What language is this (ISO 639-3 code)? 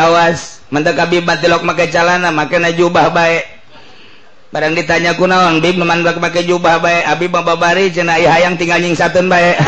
sun